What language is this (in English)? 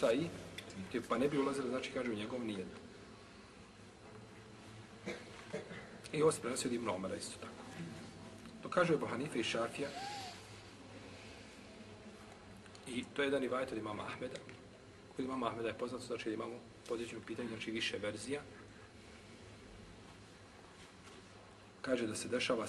Bosnian